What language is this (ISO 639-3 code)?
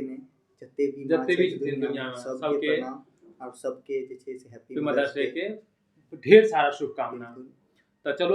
mai